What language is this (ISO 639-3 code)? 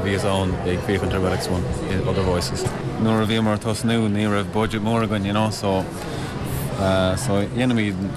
gle